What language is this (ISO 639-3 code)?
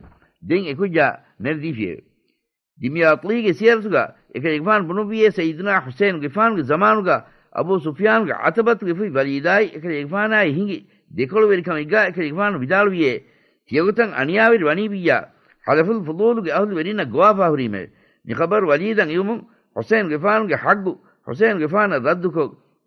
div